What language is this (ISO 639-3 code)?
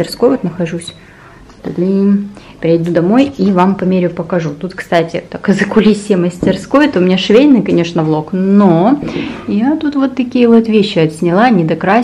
rus